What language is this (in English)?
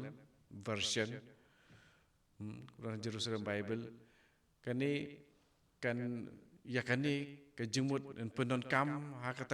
Khasi